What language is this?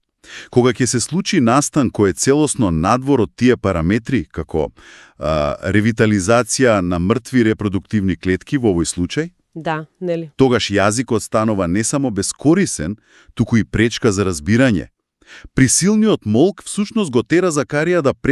Macedonian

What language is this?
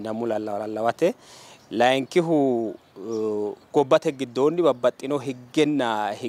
Sidamo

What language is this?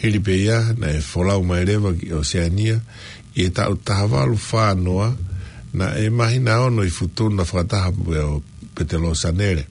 Tongan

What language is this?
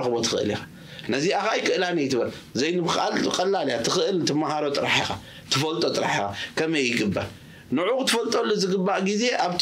Tigrinya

